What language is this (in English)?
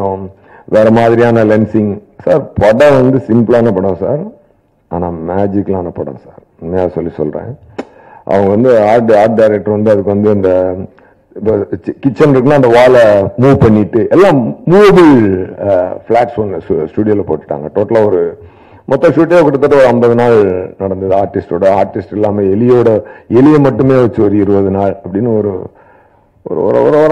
Tamil